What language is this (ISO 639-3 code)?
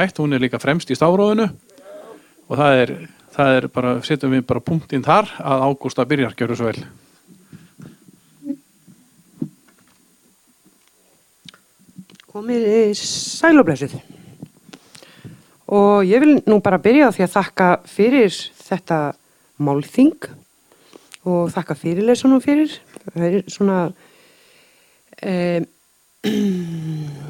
isl